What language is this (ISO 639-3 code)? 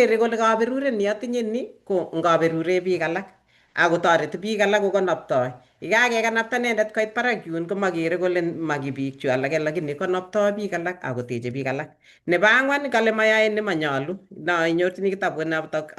kln